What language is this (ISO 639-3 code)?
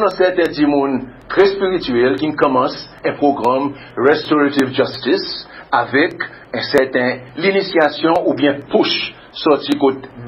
crs